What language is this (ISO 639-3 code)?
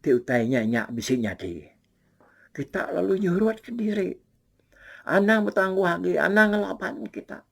iba